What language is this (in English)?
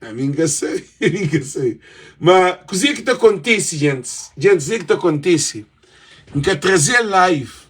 Kabuverdianu